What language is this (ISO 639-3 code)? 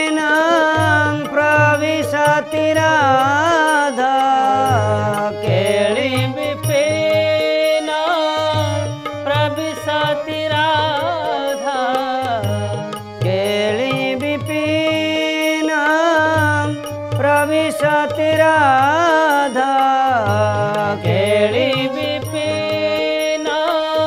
ori